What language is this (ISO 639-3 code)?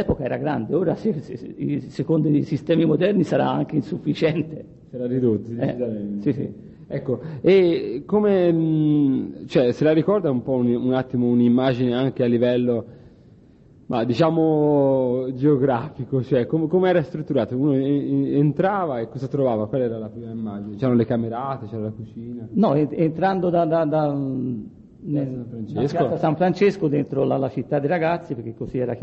ita